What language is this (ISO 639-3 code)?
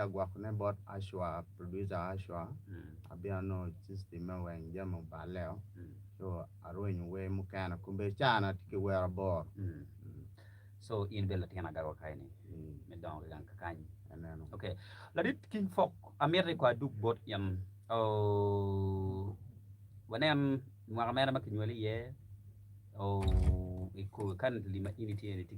ach